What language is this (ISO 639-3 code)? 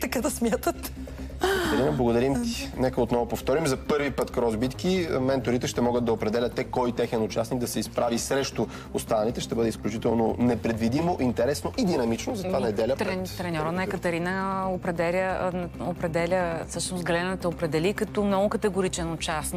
bul